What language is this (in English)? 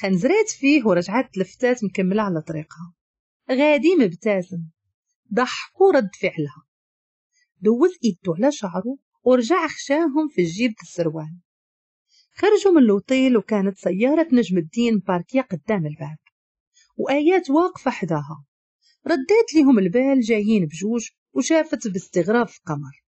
Moroccan Arabic